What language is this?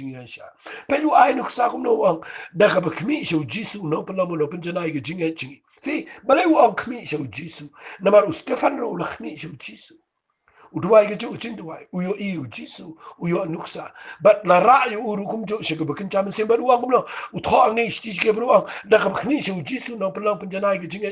Khasi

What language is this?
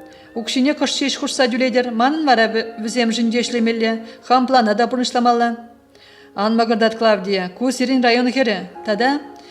Chuvash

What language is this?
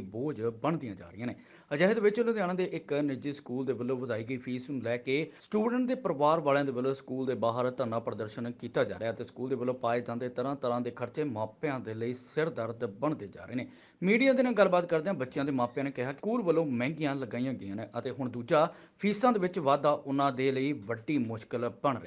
Punjabi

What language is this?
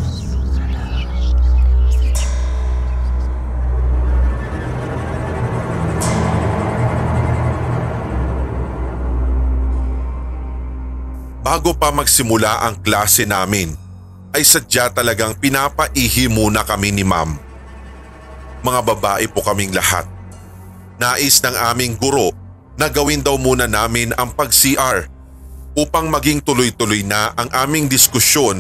Filipino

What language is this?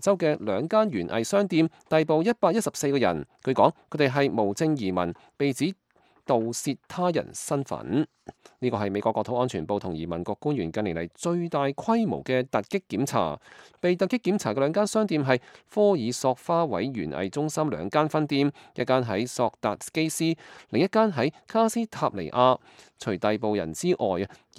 Cantonese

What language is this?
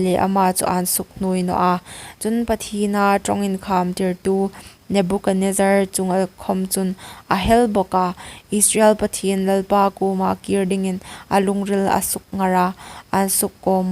Hmar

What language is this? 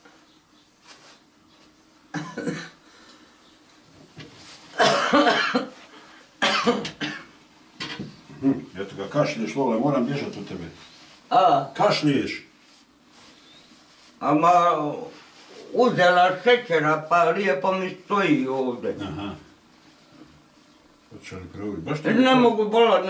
Bosnian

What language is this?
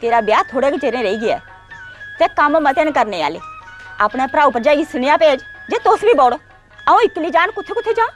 Dogri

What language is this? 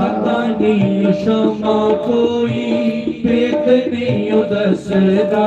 Dogri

